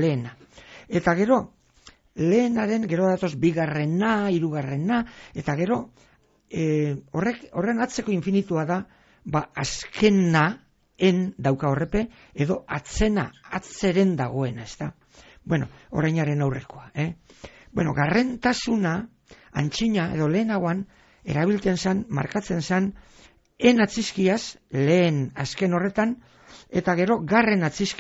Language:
Basque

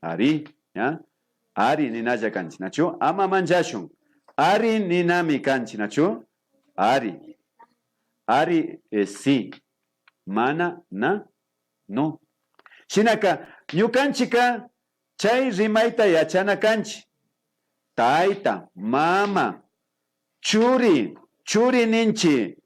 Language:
Imbabura Highland Quichua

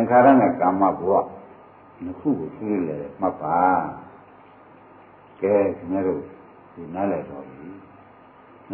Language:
Burmese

